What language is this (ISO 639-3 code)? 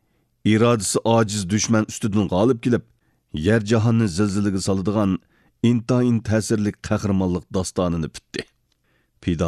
uig